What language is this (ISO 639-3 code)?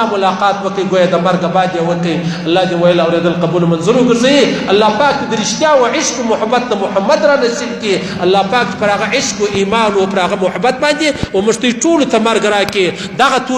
pus